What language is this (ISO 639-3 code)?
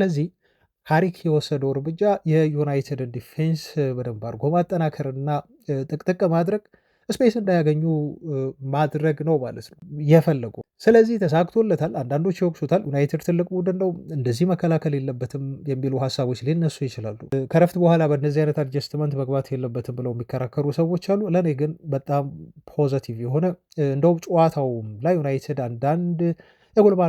amh